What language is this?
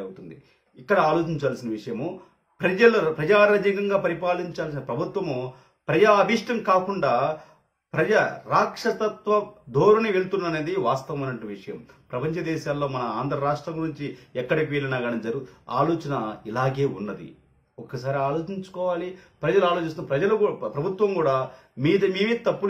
Telugu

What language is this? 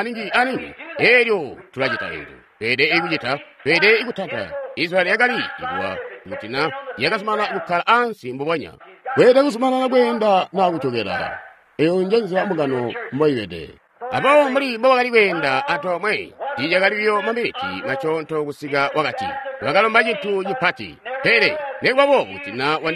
Tonga (Zambia)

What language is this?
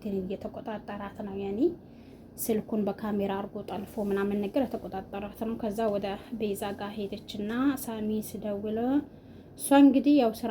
Amharic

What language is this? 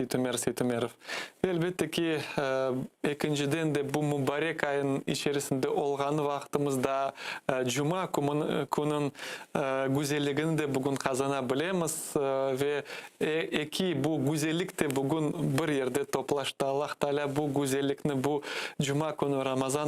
Crimean Tatar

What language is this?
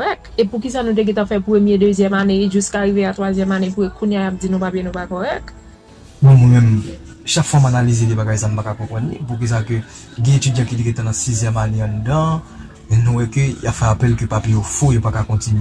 Haitian Creole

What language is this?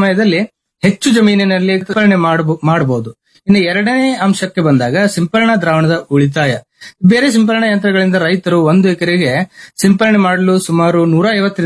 Kannada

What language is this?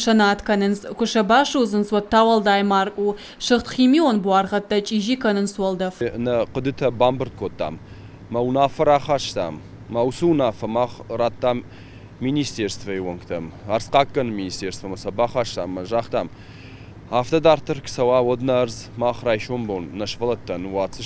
Ossetic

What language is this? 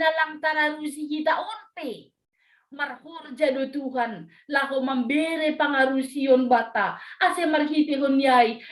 Batak Simalungun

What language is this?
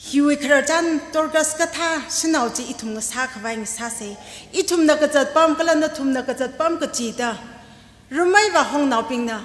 Tangkhul Naga (India)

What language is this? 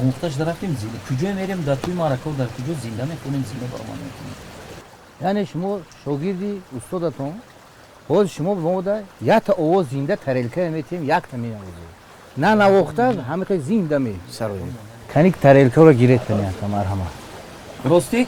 Tajik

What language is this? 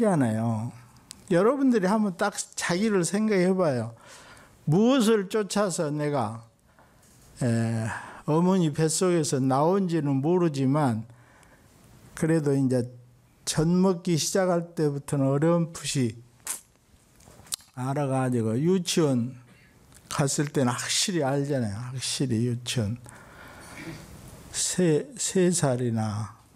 Korean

